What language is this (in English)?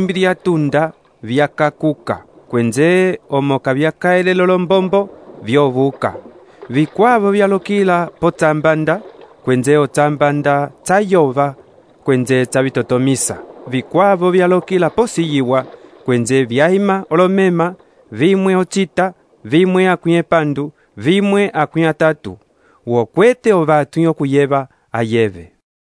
Umbundu